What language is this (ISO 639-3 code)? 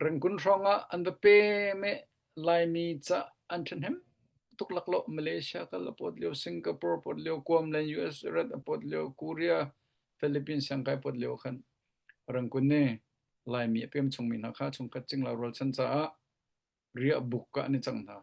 cnh